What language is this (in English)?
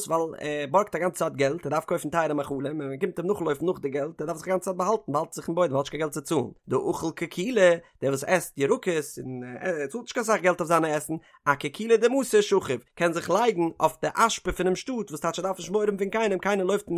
Yiddish